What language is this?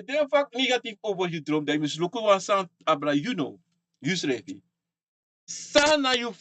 Sranan Tongo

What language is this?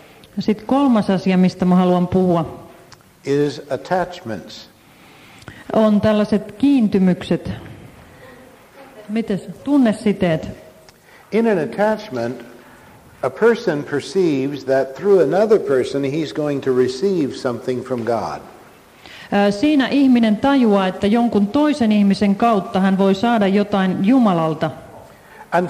Finnish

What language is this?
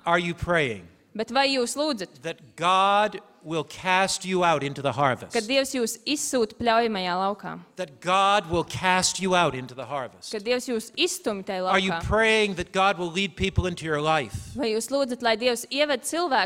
Latvian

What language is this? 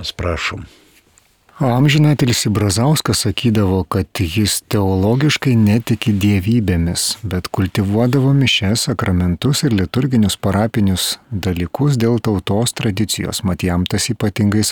Lithuanian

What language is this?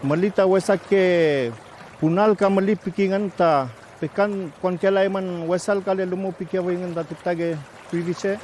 Mapuche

